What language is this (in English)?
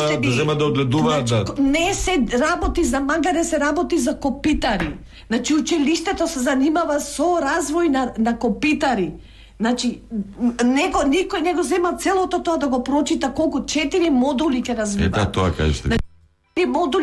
Macedonian